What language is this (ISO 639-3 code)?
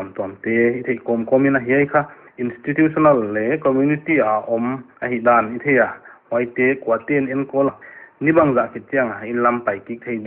pck